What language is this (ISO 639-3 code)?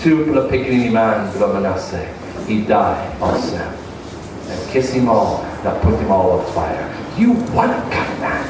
tpi